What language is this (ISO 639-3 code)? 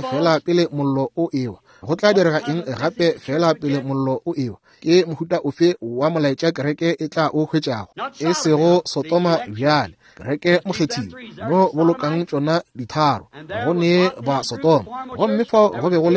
nso